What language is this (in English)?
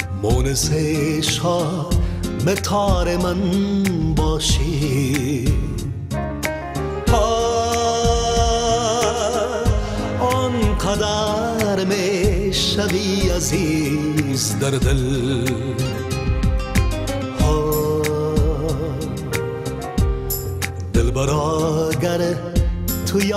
Persian